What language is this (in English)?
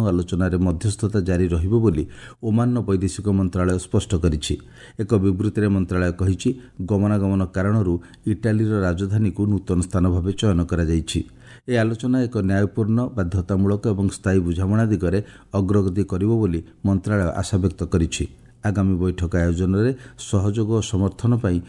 Odia